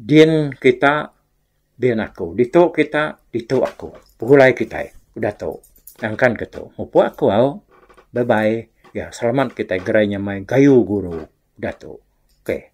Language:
Iban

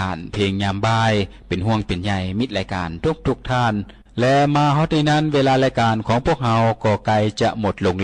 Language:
Lao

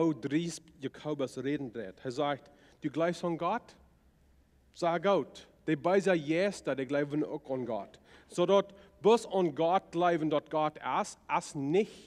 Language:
Plautdietsch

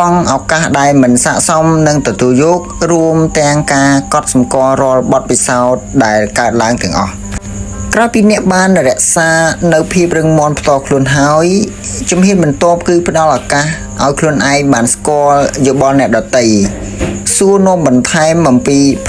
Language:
Khmer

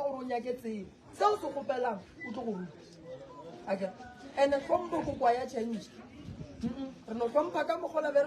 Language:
Northern Sotho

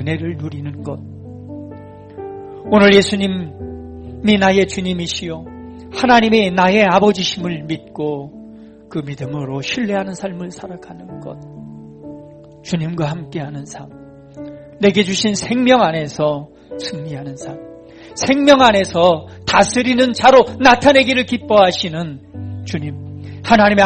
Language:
Korean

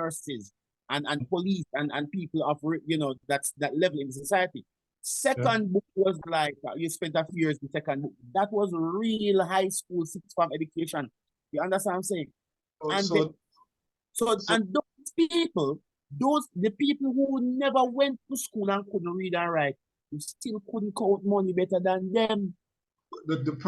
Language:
Jamaican Creole English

